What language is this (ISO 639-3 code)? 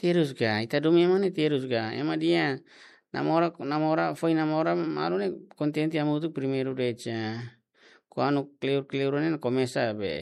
tet